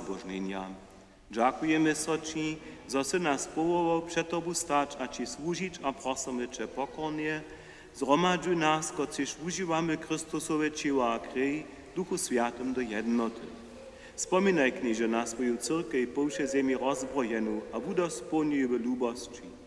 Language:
Upper Sorbian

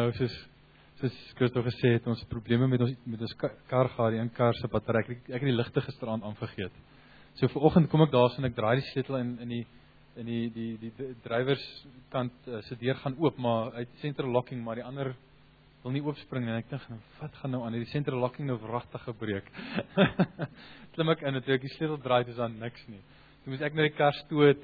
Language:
Afrikaans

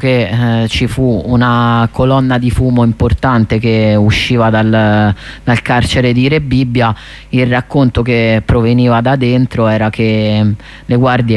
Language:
Italian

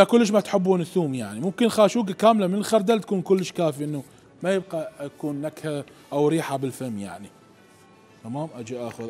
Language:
Mesopotamian Arabic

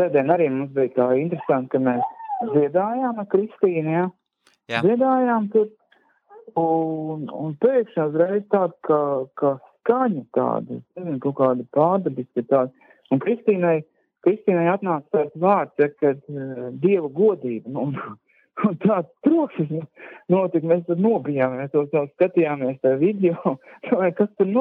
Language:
Latvian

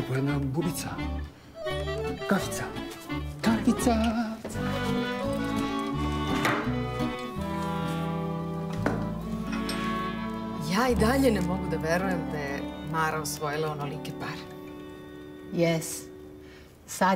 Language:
Serbian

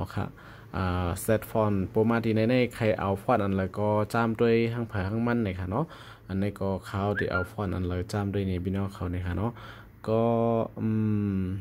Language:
Shan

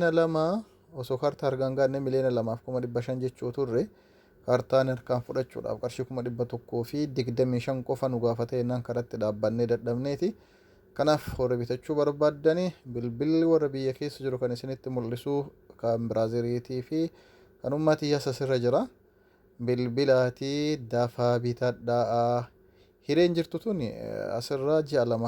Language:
Oromo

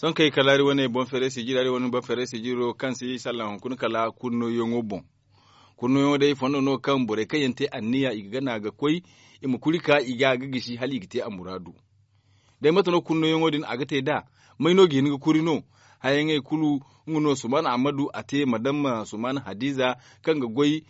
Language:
Zarma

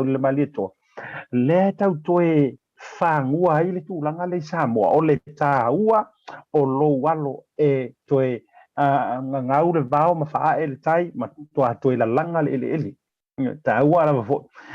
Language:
Samoan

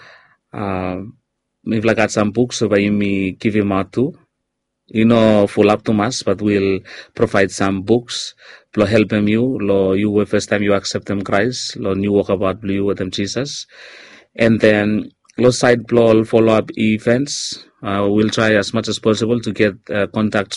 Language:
Bislama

